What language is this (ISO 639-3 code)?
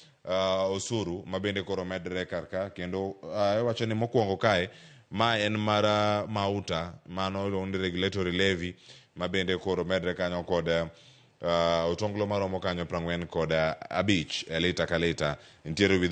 luo